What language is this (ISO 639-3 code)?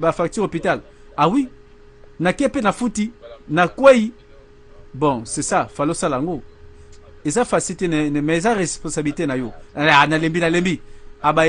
lin